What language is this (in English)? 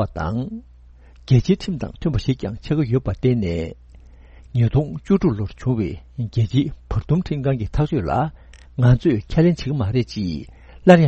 Tibetan